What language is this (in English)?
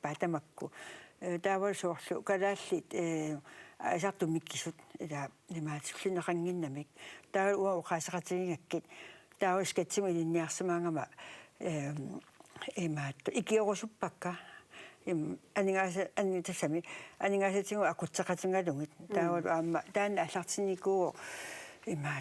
Kalaallisut